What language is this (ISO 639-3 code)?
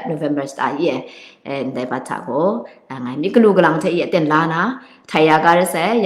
kac